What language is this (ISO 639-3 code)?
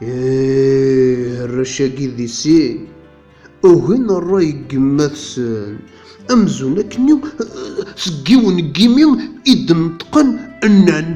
kab